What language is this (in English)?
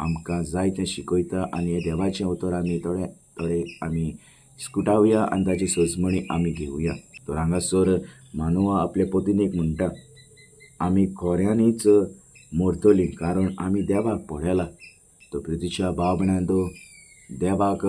Konkani